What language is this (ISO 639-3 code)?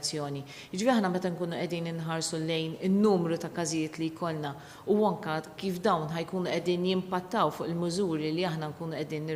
mlt